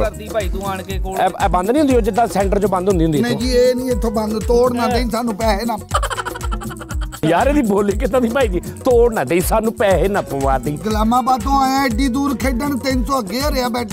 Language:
Punjabi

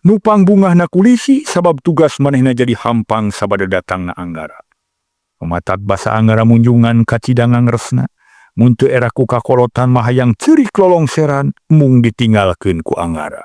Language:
Sundanese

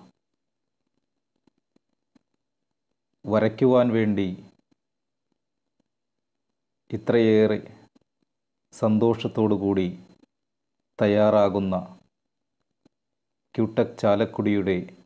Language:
Malayalam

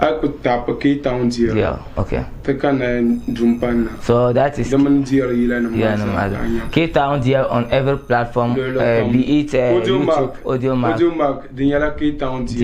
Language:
Dagbani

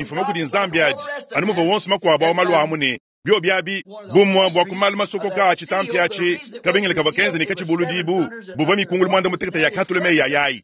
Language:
Luba-Lulua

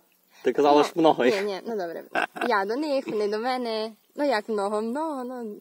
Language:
Rusyn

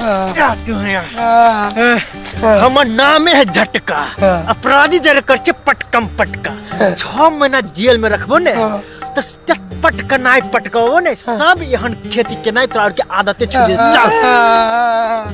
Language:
Maithili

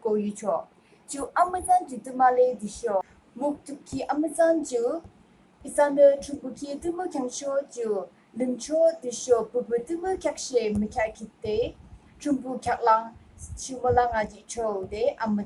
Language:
Yimchungru Naga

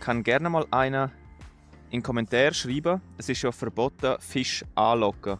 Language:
Swiss German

